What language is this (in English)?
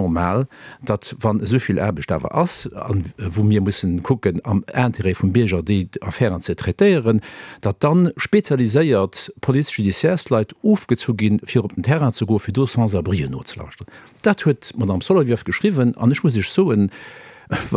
Luxembourgish